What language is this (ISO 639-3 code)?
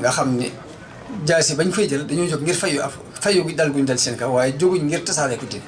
wol